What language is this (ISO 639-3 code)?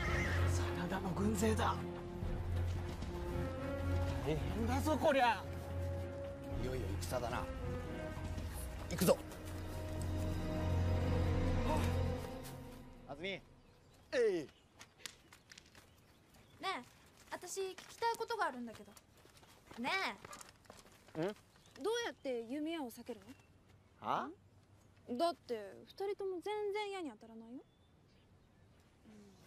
jpn